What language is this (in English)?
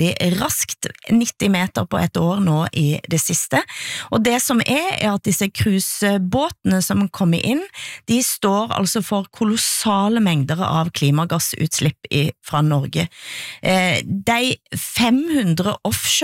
Norwegian